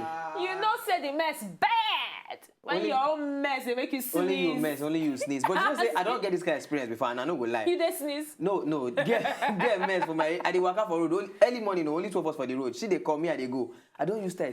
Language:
Nigerian Pidgin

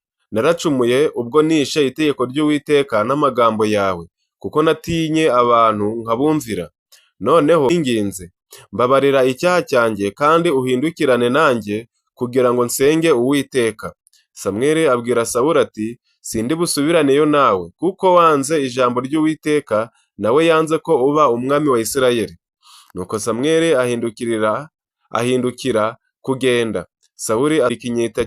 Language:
Kinyarwanda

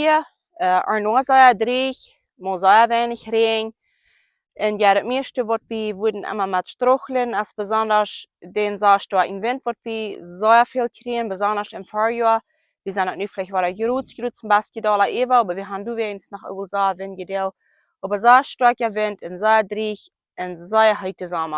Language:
Plautdietsch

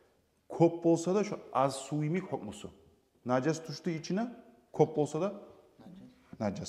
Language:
Kumyk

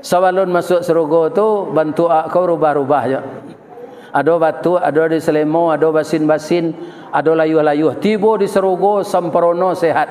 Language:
Minangkabau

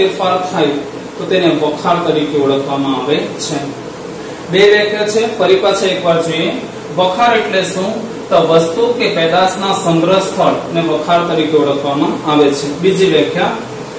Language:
Gujarati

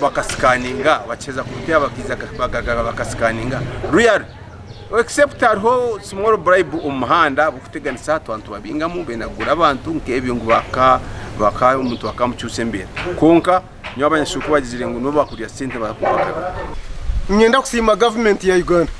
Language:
Nyankole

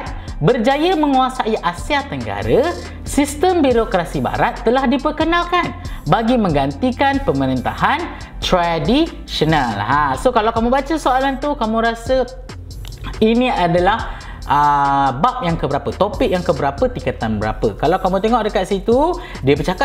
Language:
Malay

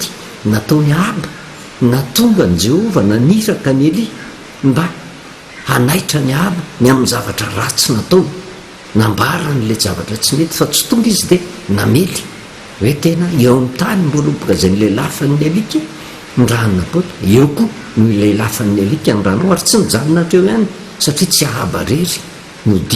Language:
Malagasy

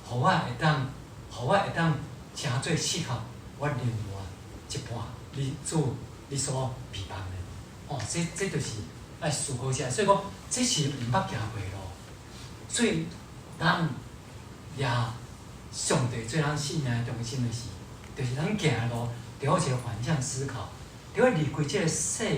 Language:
Min Nan Chinese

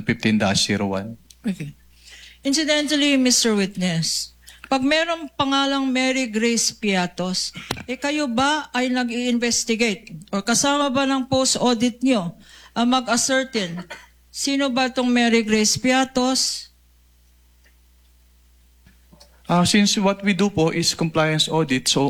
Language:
Filipino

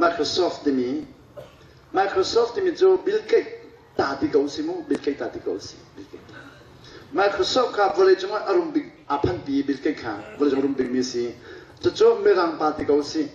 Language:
Hakha Chin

